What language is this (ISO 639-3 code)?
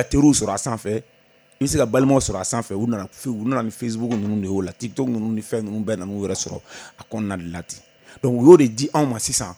bam